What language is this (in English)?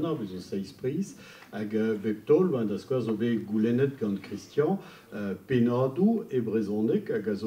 Breton